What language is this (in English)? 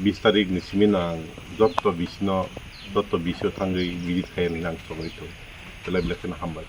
Kok Borok